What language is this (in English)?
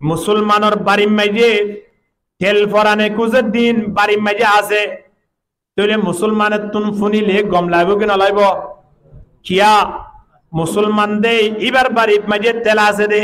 Rohingya